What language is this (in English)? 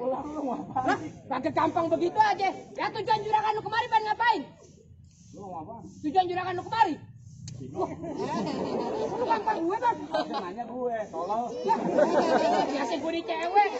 Betawi